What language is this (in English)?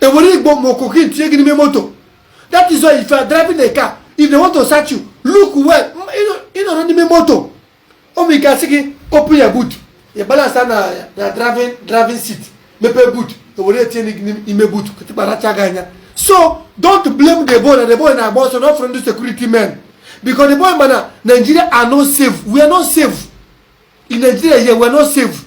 Igbo